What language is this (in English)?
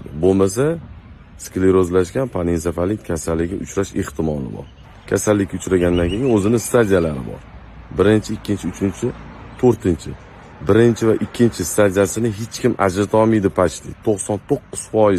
Uzbek